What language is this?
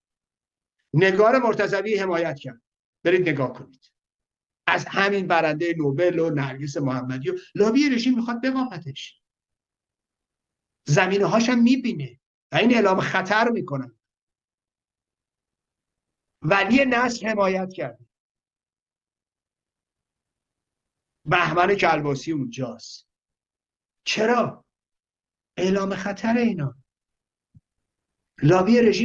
Persian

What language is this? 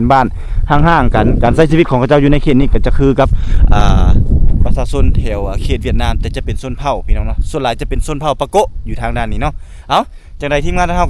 Lao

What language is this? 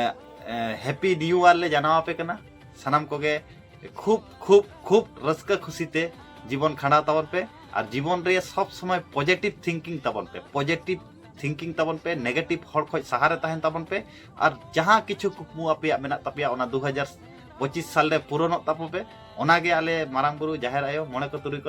Santali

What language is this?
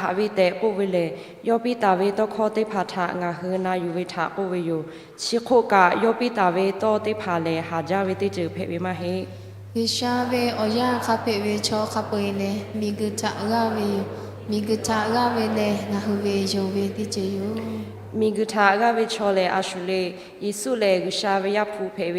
Lahu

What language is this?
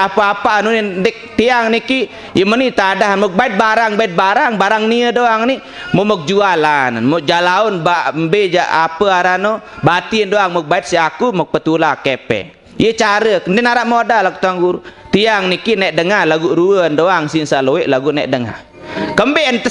Sasak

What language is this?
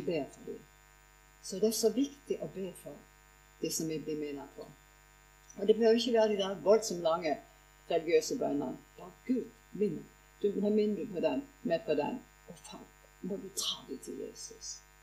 Norwegian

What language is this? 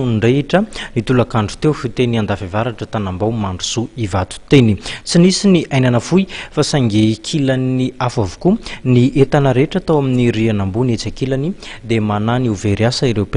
Malagasy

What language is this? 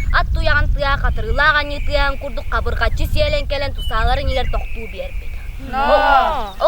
Yakut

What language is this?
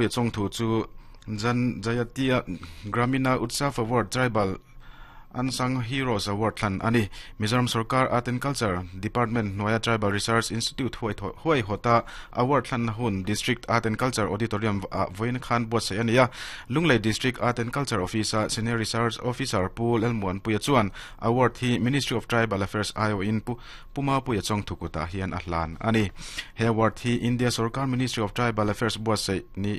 Mizo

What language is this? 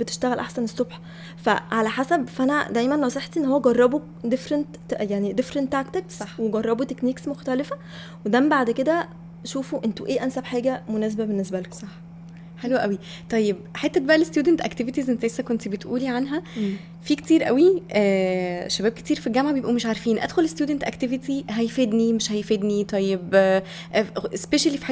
Egyptian Arabic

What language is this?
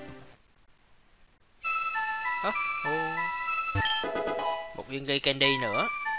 Vietnamese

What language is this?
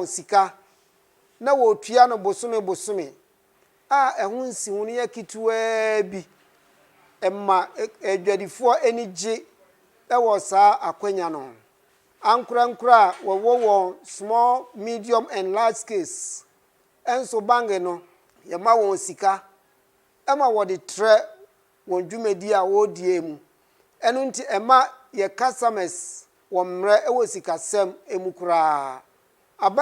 Akan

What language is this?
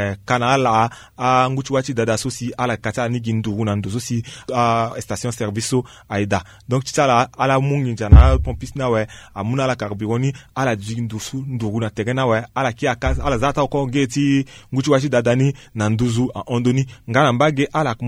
Sango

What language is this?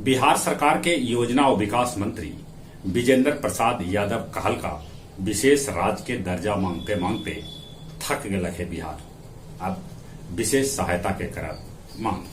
Magahi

